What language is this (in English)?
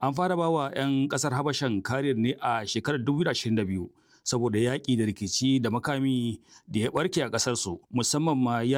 Hausa